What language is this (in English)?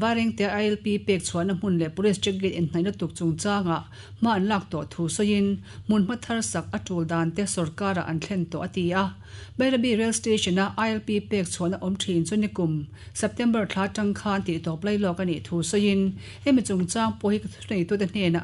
Mizo